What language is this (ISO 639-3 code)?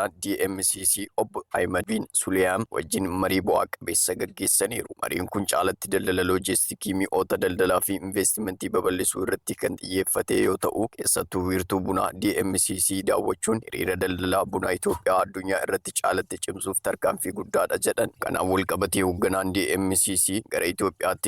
orm